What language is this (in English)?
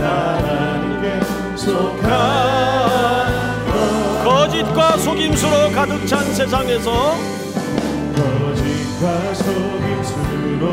Korean